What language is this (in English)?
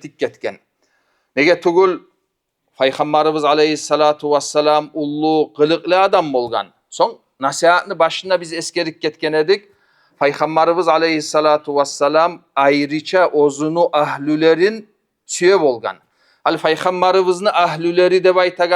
Kumyk